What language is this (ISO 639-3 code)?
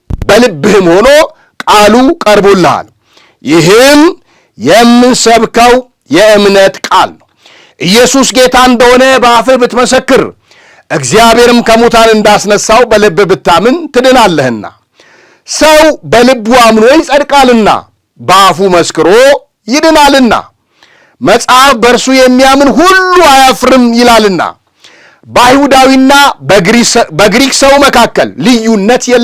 amh